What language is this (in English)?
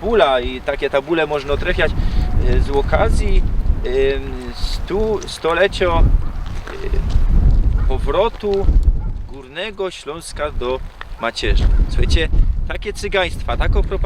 Silesian